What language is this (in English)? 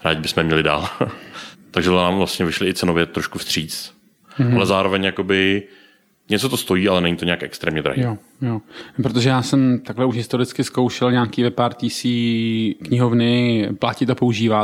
Czech